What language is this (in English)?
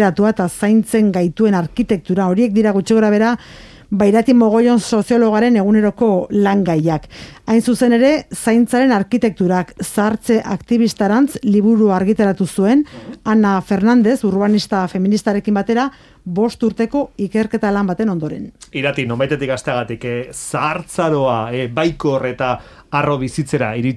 Basque